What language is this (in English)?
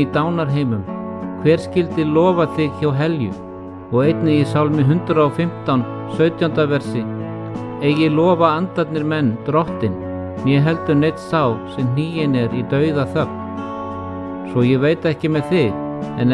Icelandic